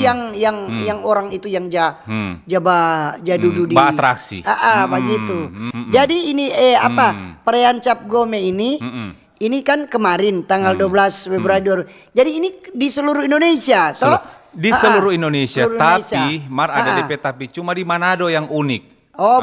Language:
Manado Malay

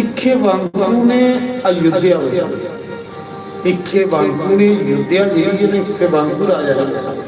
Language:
Dogri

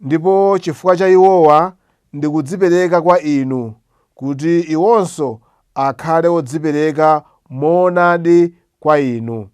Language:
Nyanja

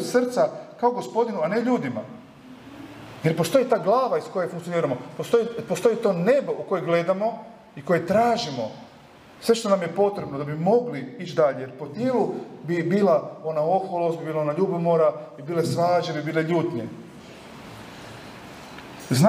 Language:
Croatian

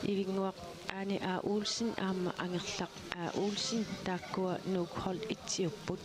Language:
Kalaallisut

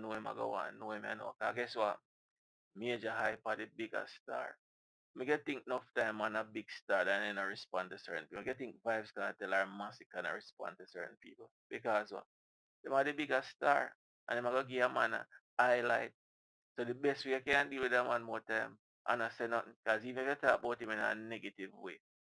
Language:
Jamaican Creole English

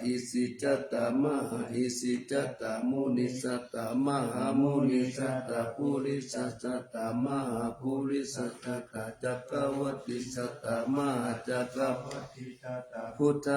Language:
Pali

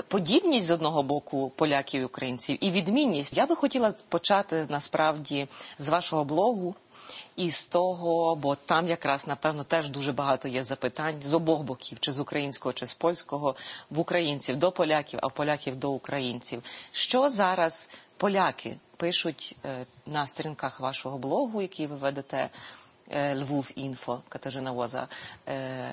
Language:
Ukrainian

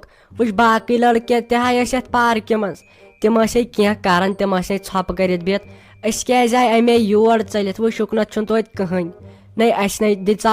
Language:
Kashmiri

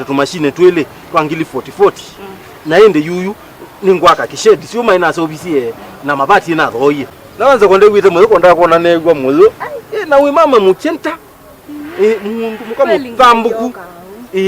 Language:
Kamba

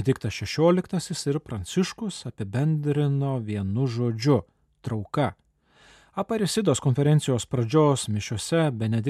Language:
Lithuanian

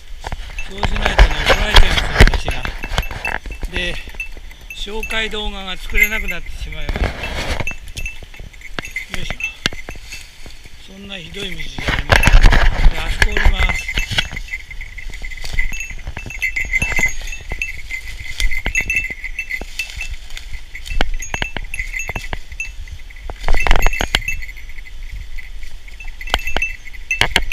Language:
Japanese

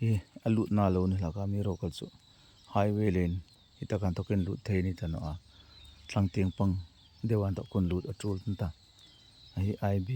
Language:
Hmar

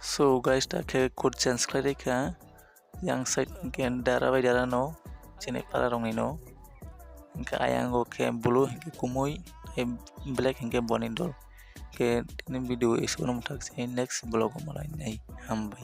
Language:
Kok Borok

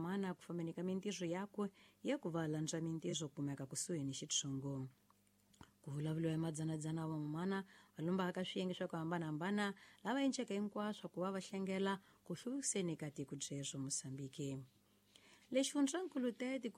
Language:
Tsonga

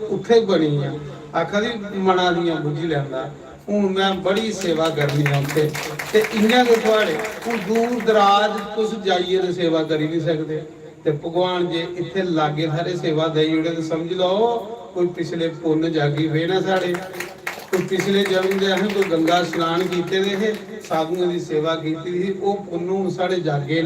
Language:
Dogri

